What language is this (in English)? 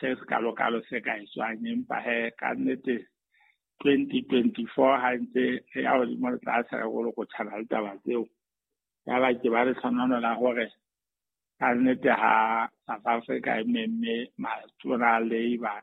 Southern Sotho